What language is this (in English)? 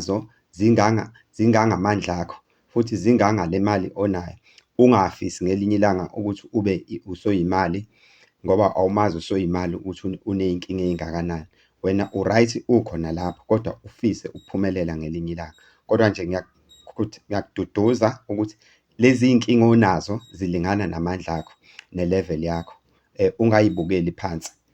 Zulu